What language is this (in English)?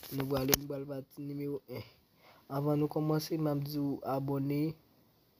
Haitian Creole